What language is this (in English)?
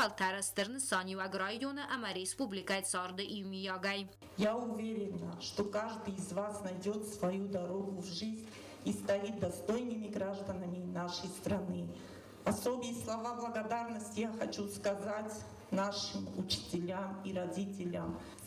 Ossetic